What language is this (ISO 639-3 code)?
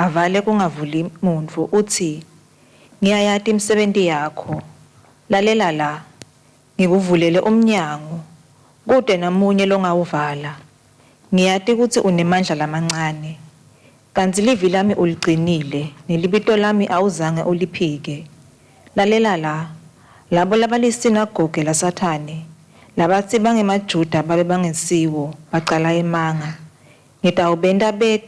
ssw